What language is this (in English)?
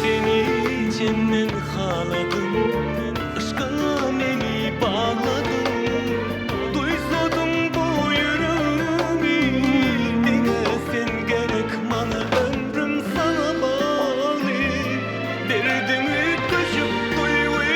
Turkmen